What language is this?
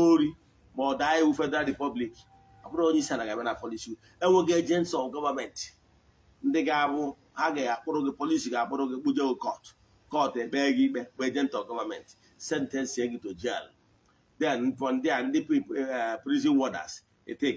Igbo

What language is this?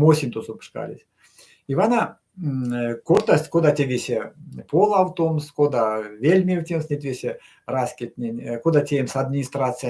Erzya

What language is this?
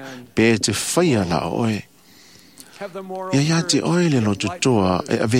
Samoan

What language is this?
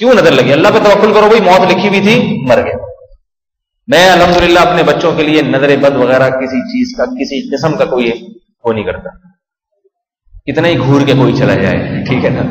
Urdu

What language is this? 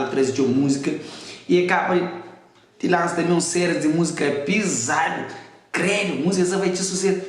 Kabuverdianu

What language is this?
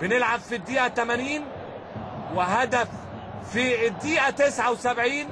Egyptian Arabic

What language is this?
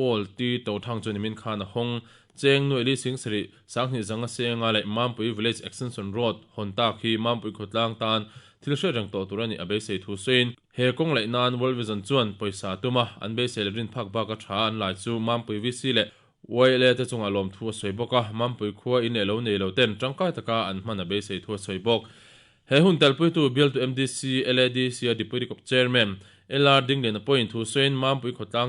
Mizo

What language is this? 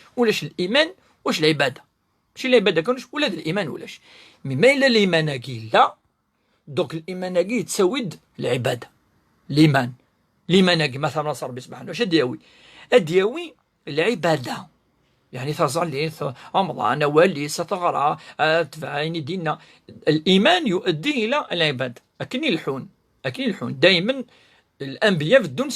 Kabyle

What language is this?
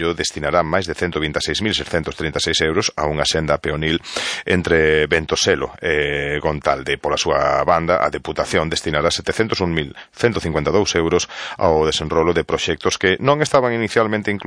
Galician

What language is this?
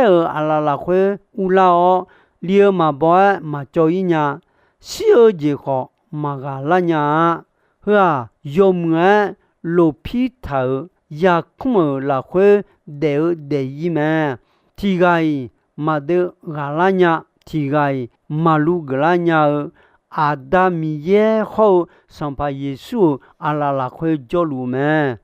Akha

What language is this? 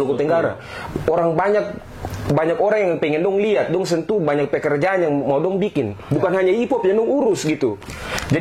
Ambonese Malay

